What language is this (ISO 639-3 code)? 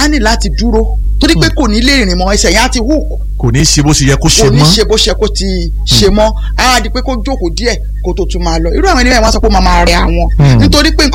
yor